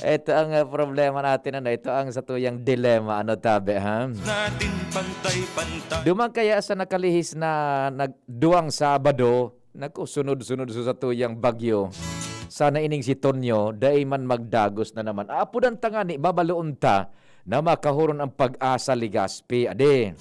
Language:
Bikol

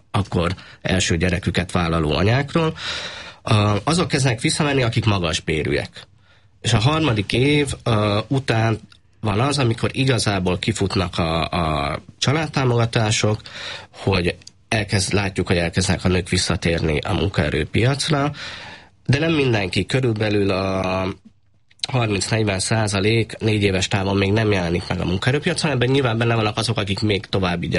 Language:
Hungarian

